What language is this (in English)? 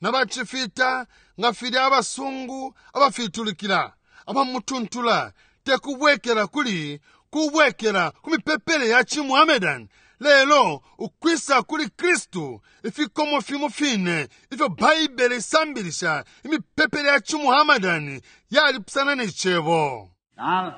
Bemba